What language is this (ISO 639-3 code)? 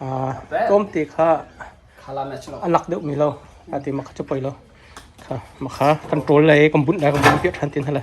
cnh